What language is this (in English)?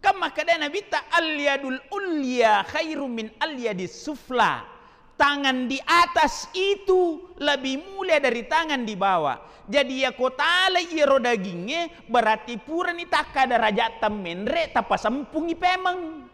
Buginese